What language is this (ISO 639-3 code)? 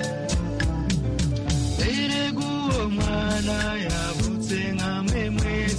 kin